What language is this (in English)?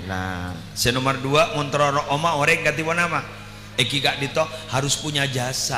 Madurese